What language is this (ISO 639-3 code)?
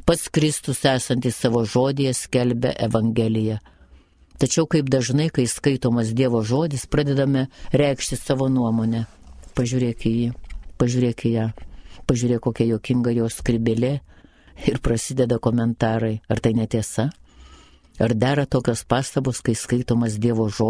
lit